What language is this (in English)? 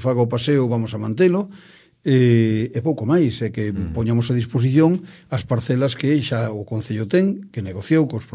Galician